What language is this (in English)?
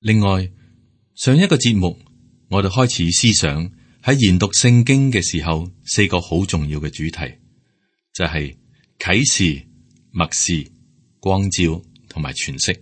Cantonese